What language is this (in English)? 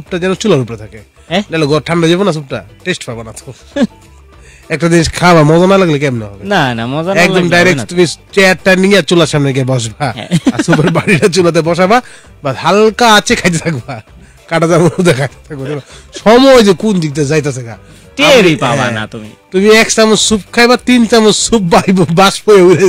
Bangla